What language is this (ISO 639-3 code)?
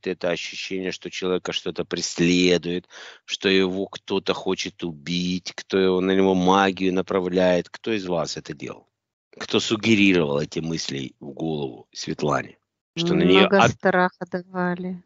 rus